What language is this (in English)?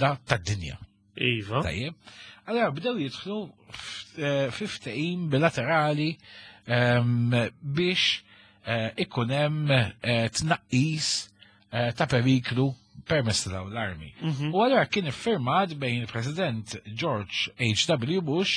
Maltese